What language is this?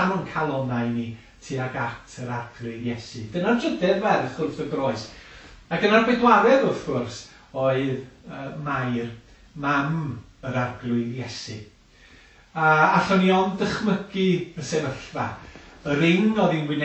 Welsh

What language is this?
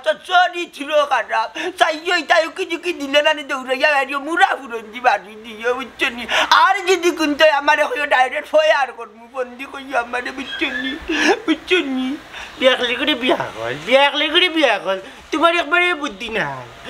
Sylheti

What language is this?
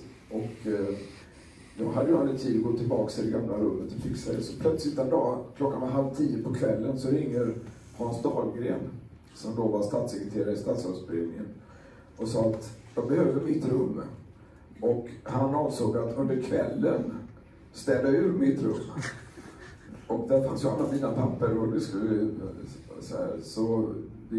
Swedish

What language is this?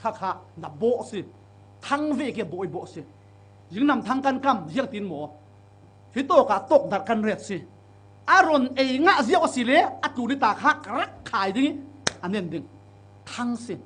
Falam Chin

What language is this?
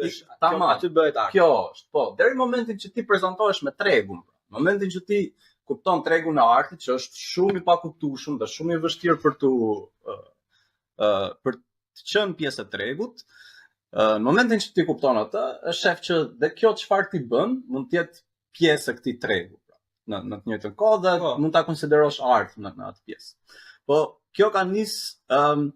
Albanian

